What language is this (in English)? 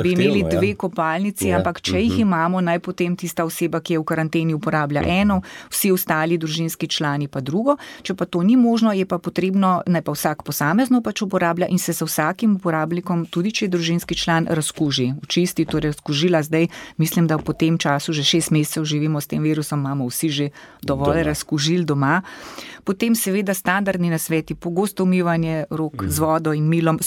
Slovenian